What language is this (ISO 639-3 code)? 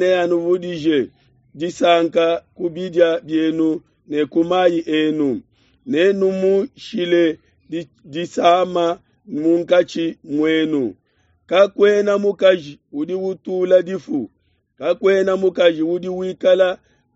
lua